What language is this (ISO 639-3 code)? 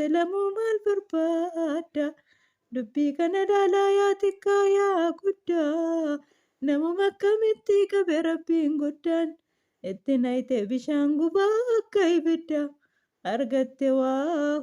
orm